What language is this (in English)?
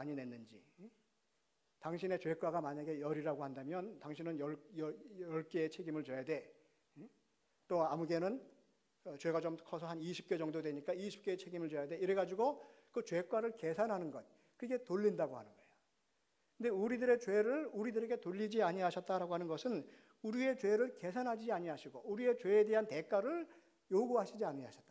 Korean